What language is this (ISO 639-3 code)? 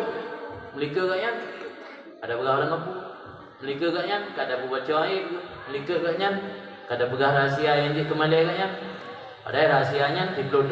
ace